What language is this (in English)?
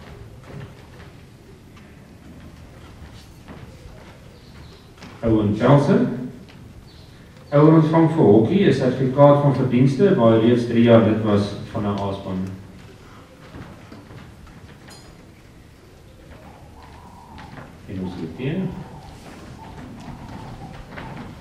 Afrikaans